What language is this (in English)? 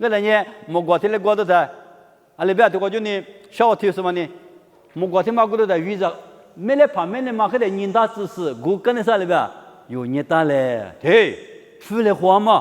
Lisu